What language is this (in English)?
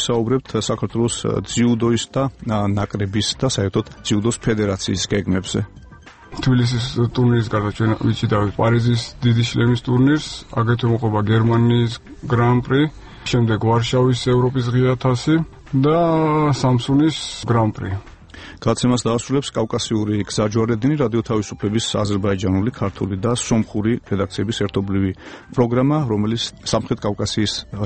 Georgian